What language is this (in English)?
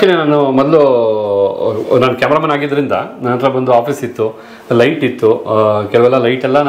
Kannada